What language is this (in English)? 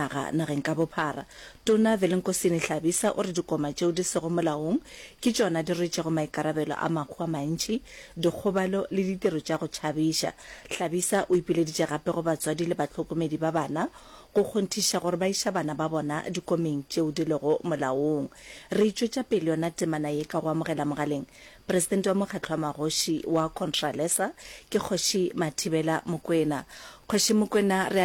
Northern Sotho